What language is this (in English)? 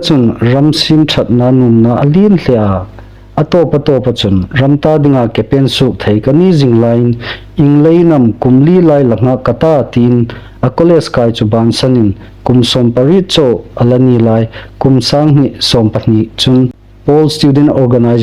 Hmar